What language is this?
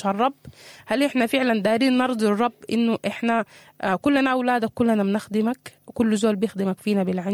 Sudanese Arabic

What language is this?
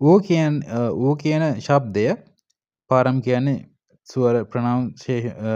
Sinhala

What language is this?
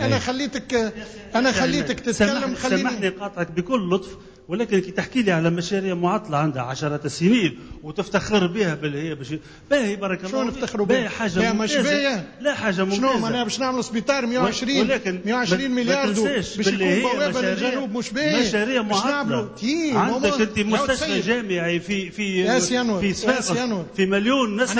Tunisian Arabic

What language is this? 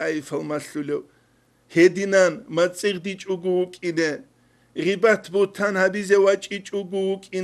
Avaric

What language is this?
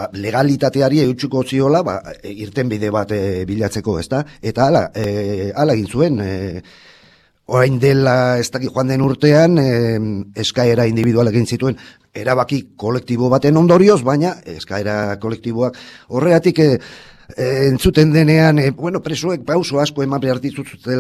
Basque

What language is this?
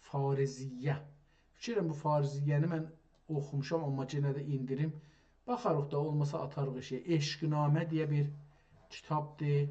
South Azerbaijani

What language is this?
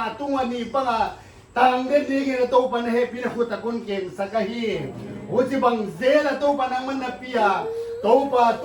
Paite Chin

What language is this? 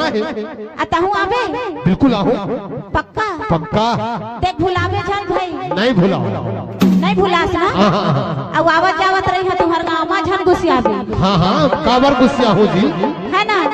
Chhattisgarhi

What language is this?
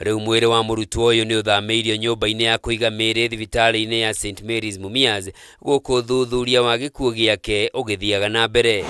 Kikuyu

